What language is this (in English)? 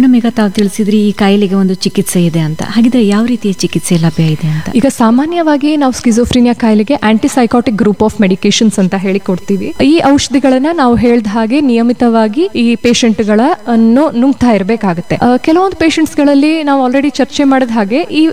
Kannada